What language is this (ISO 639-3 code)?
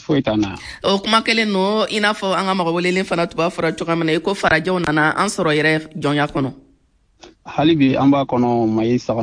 bam